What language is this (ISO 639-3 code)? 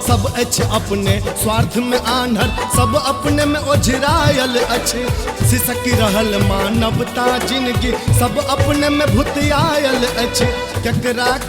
mai